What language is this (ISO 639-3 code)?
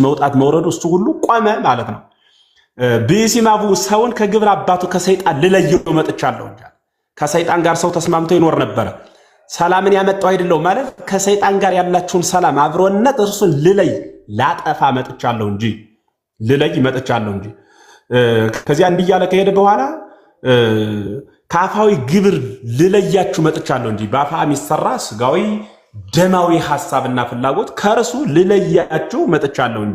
amh